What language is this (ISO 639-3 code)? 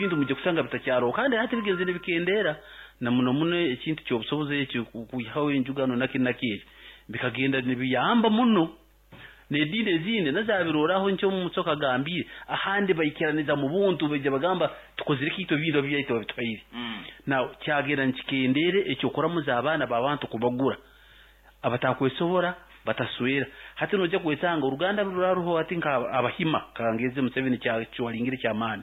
nyn